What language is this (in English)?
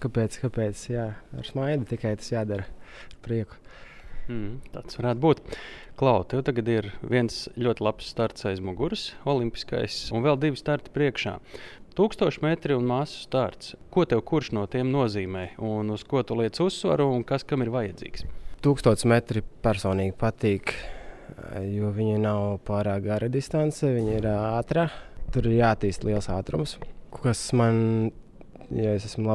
Latvian